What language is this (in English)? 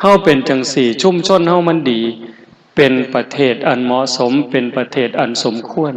Northeastern Thai